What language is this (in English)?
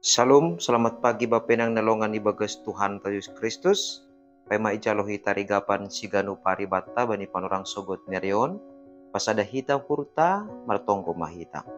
Batak Simalungun